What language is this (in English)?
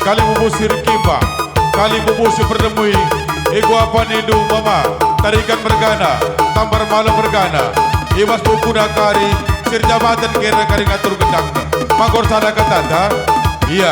Batak Karo